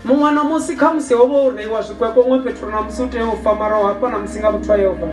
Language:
Venda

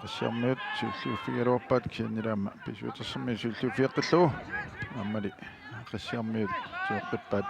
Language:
Kalaallisut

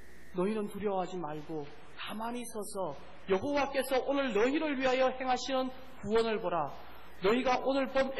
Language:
Korean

